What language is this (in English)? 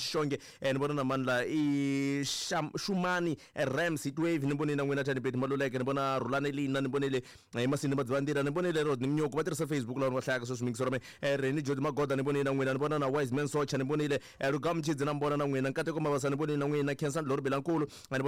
Tsonga